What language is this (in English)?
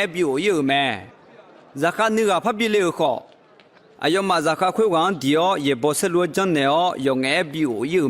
Akha